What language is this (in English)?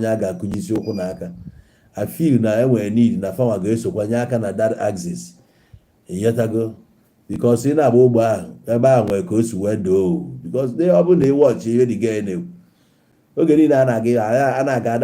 Igbo